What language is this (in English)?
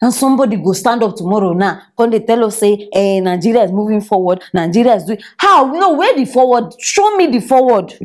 Nigerian Pidgin